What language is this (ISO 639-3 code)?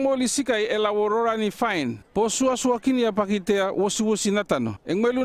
llp